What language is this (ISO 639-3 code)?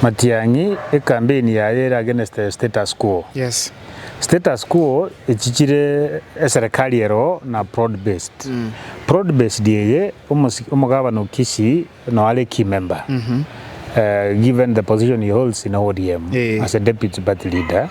guz